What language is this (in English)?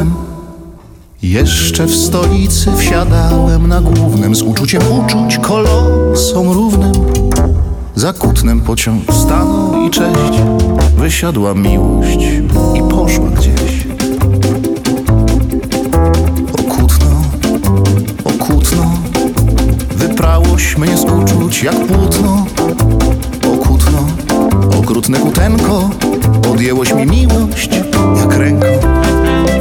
Polish